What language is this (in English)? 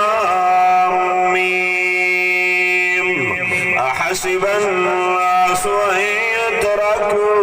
Saraiki